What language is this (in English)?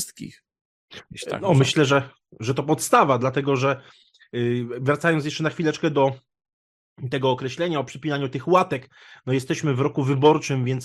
Polish